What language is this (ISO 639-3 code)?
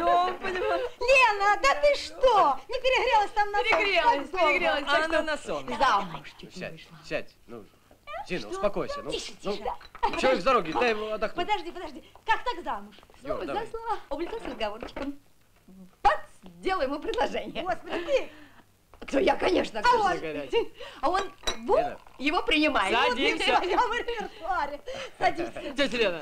rus